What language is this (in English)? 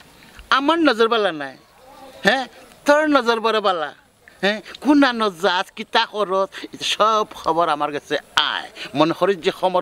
Sylheti